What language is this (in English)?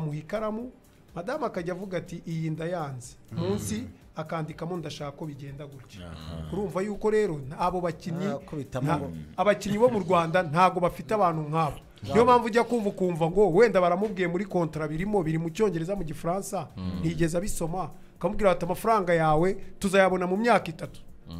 Kinyarwanda